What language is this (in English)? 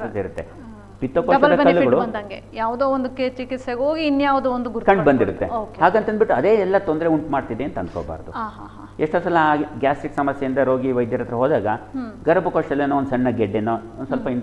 Kannada